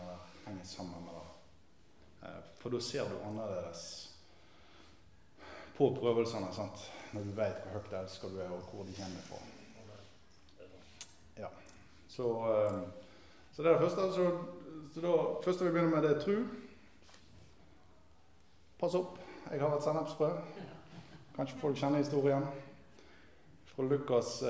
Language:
Norwegian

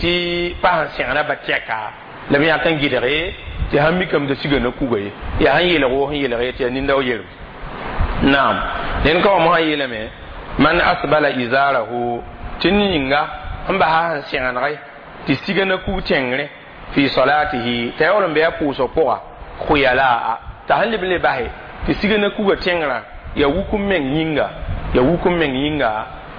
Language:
Mossi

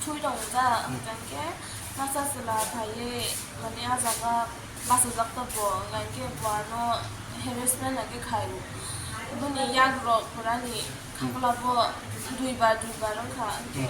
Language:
Kok Borok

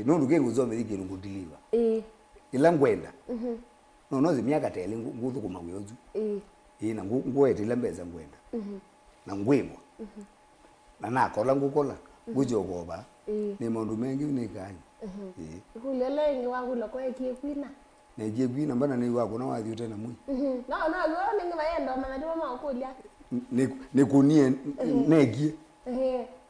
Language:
Kamba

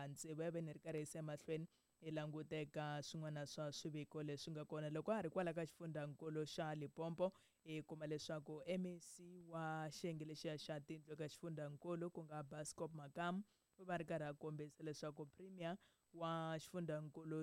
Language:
Tsonga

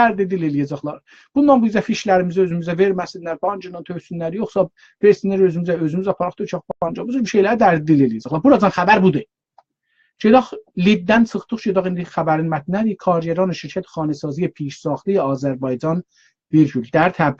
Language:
South Azerbaijani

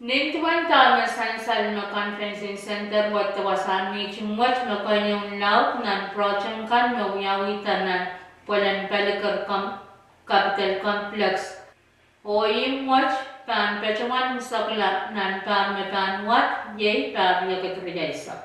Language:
Pohnpeian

